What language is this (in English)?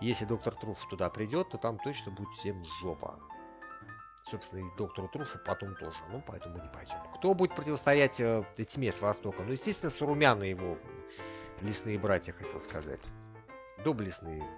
Russian